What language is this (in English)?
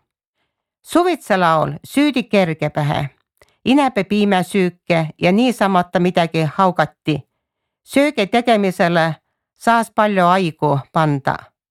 Estonian